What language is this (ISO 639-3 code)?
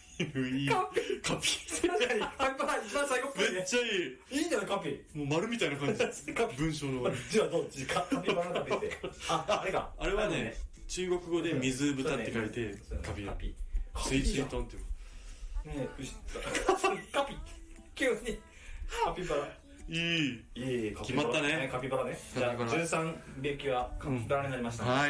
jpn